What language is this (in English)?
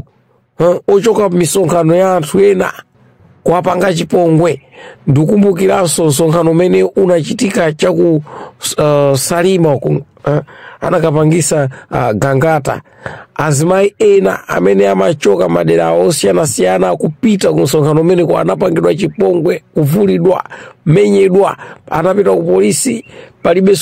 Nyanja